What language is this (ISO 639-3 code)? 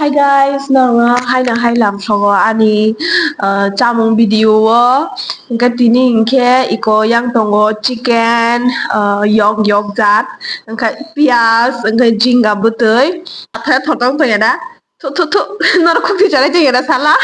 trp